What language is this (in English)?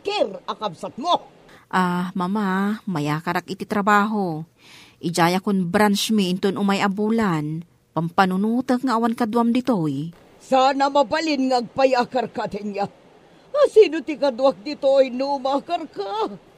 Iloko